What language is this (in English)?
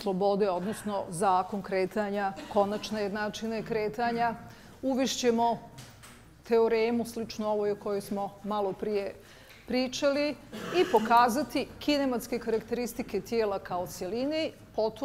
Bosnian